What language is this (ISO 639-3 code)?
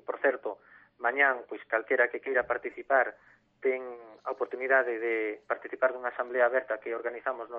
glg